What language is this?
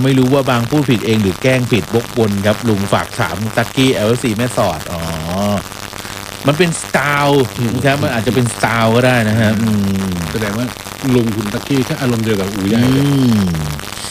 Thai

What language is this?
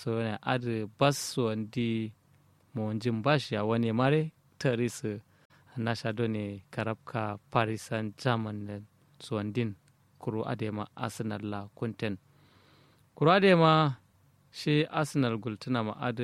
Kanuri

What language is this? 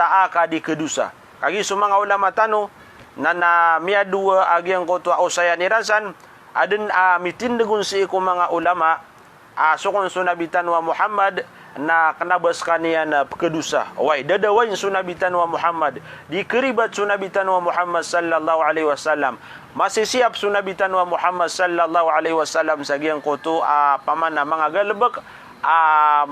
Maranao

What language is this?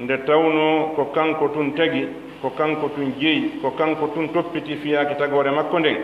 Pular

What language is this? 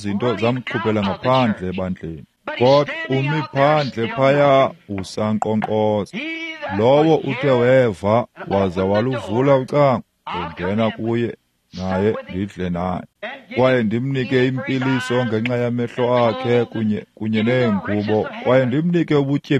Xhosa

